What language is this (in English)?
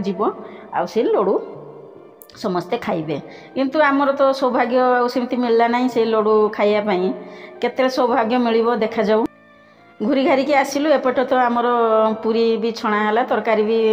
Odia